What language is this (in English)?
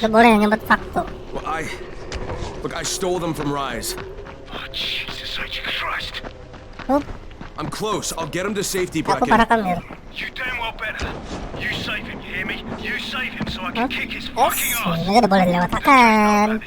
Banjar